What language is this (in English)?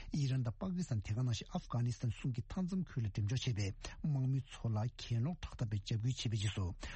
Tibetan